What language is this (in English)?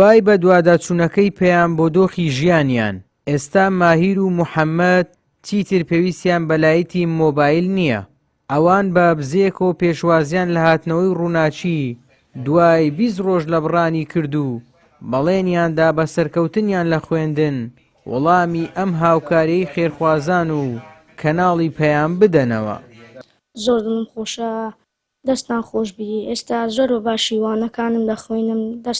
Central Kurdish